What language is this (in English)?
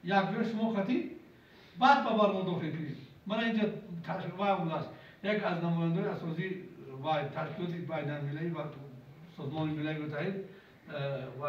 Tajik